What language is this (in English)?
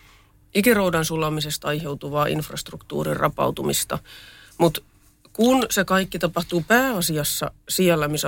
Finnish